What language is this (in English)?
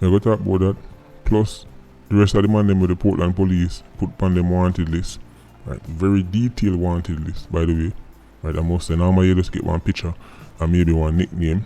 Jamaican Creole English